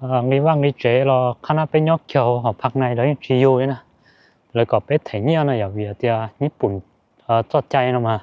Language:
Hmong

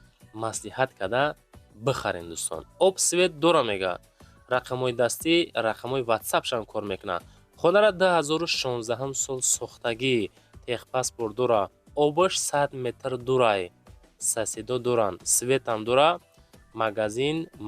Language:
Tajik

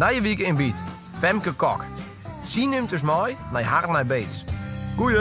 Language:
Western Frisian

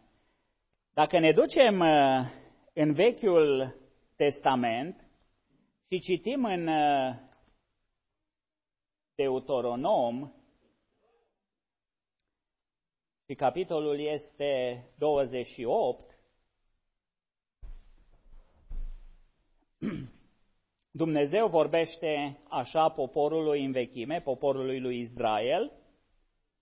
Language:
Romanian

